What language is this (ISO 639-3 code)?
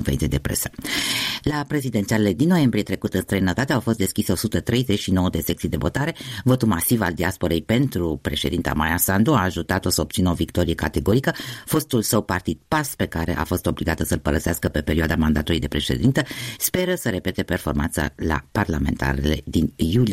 ron